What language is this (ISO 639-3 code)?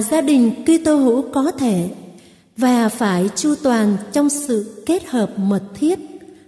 vie